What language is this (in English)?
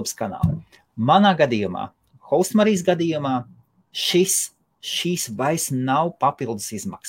Latvian